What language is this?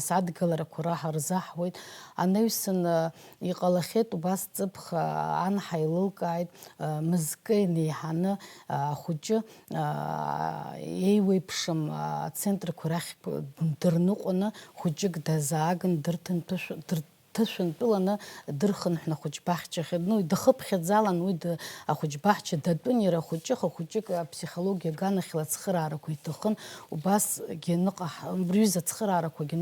Abkhazian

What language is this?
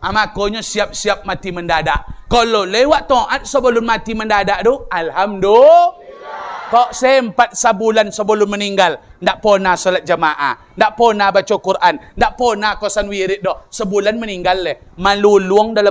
Minangkabau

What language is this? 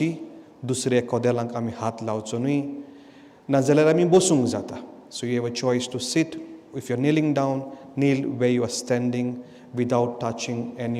Konkani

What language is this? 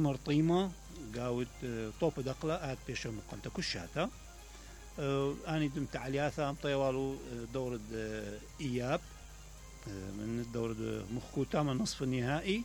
Mesopotamian Arabic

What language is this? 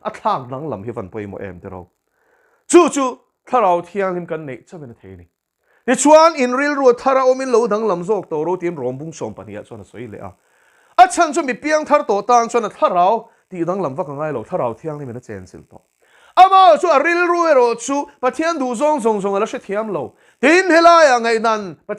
Mizo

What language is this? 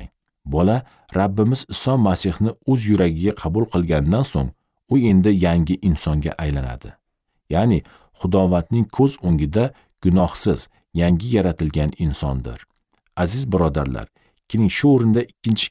Uzbek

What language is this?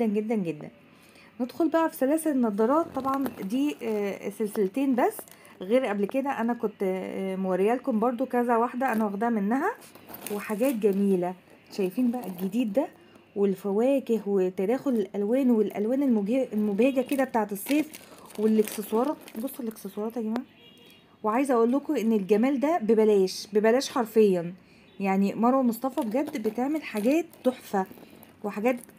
Egyptian Arabic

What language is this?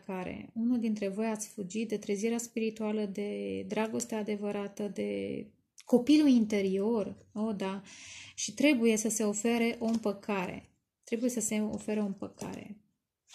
Romanian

